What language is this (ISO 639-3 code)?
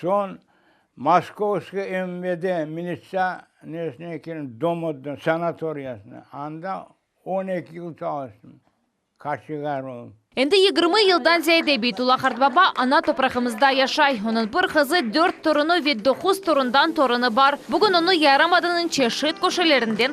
crh